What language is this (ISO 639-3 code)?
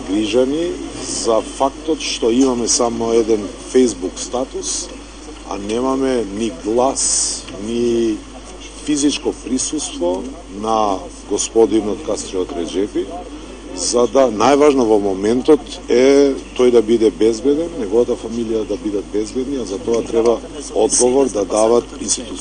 mkd